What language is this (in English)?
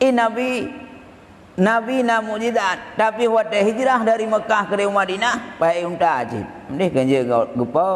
Achinese